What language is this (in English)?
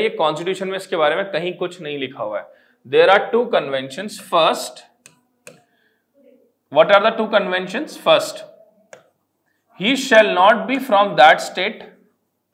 Hindi